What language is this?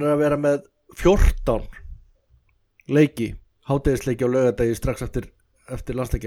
Icelandic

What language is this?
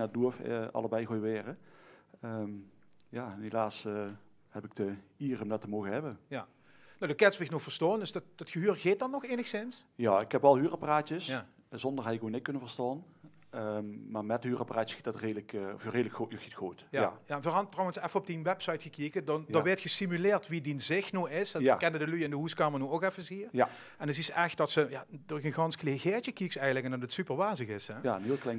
Limburgish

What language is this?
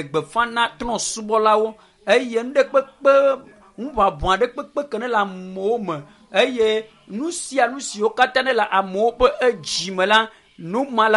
Ewe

